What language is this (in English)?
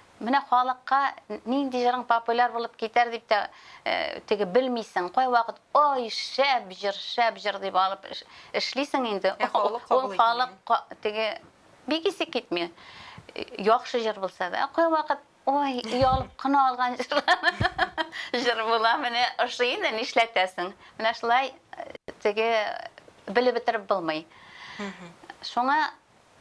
Tatar